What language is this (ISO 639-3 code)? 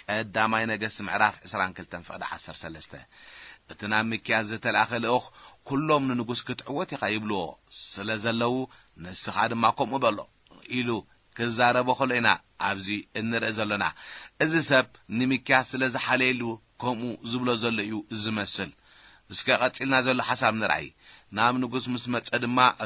tir